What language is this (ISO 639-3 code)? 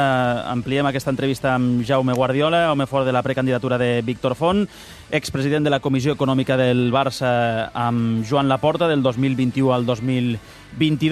cat